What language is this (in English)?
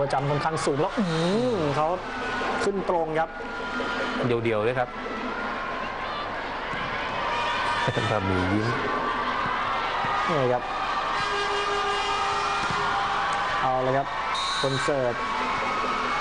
Thai